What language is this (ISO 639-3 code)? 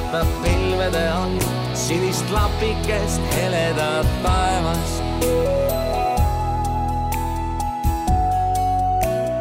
est